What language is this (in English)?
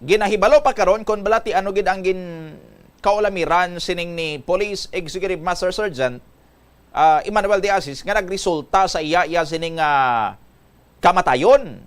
Hiligaynon